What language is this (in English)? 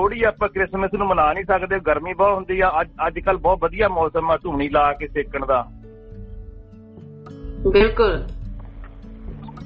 Punjabi